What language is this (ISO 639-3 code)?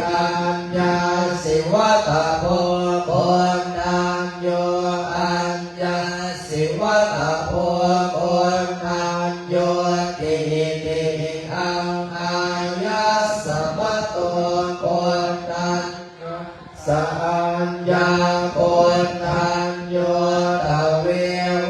pli